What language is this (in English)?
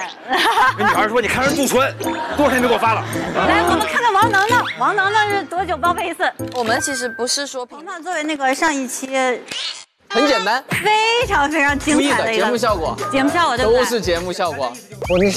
Chinese